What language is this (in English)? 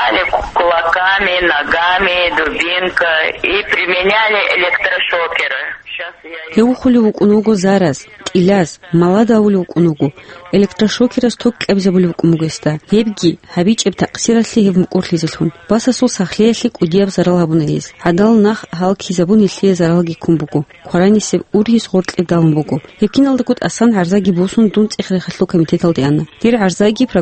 Avaric